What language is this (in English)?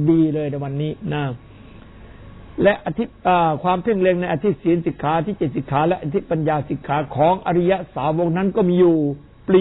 Thai